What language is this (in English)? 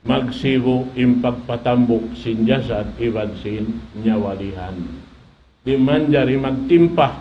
Tausug